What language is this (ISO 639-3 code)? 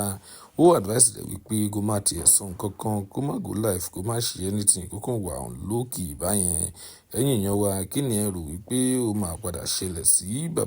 yor